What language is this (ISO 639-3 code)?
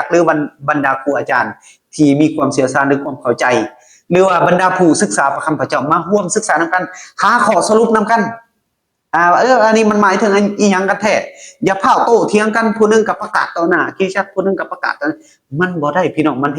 lao